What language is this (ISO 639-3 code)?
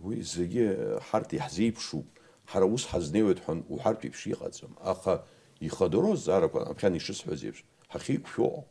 abk